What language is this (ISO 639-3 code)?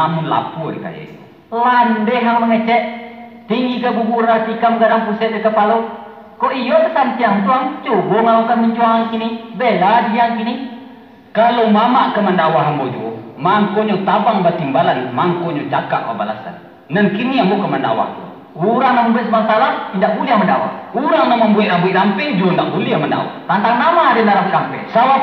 min